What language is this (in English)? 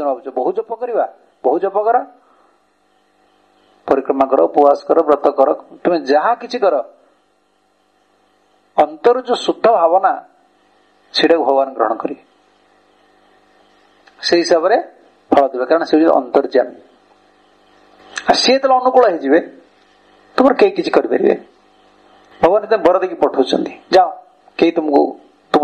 Odia